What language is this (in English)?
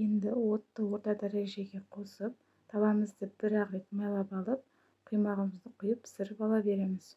Kazakh